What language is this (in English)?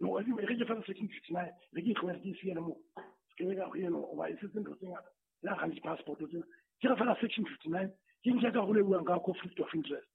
Southern Sotho